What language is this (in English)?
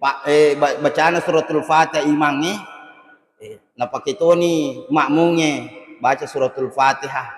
Buginese